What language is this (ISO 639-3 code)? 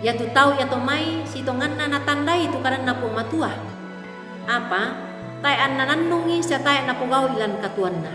sda